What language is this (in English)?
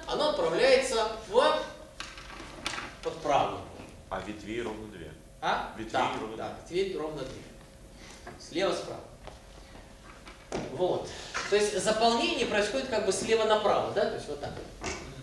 Russian